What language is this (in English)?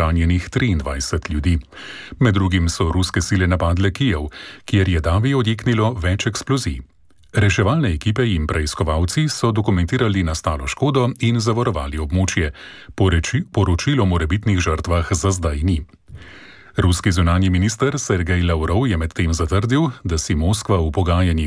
Slovenian